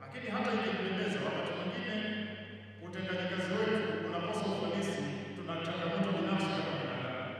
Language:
Swahili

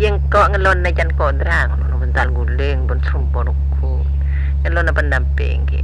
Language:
Madurese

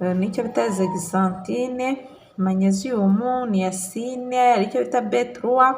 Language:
Kinyarwanda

